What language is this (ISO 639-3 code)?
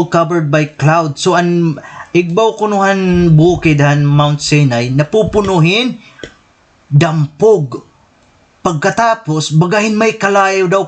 war